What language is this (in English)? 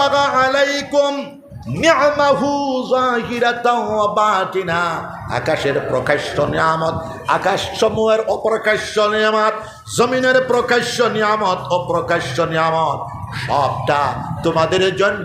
Sylheti